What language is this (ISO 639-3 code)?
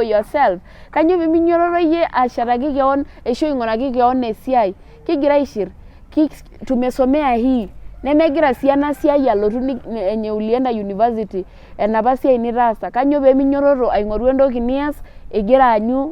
mas